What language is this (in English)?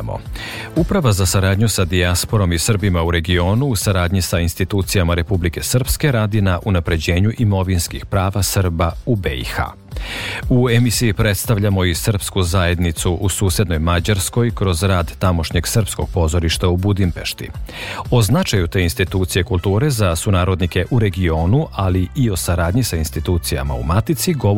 Serbian